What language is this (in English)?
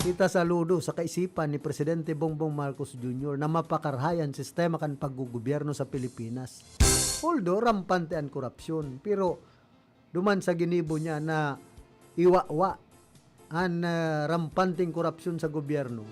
Bikol